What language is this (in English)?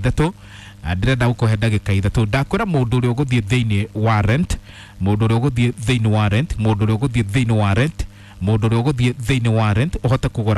Kikuyu